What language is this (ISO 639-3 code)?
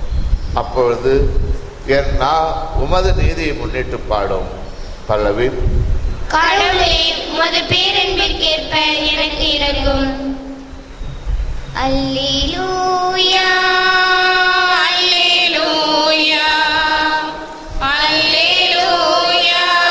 tam